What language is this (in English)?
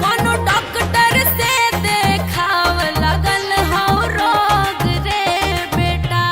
Magahi